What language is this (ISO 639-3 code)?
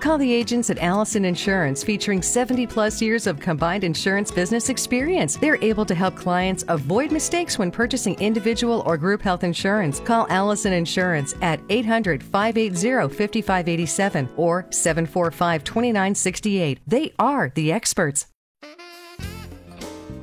eng